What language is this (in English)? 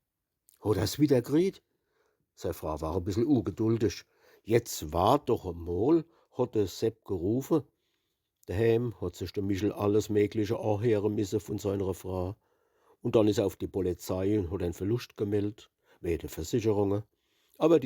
Palatine German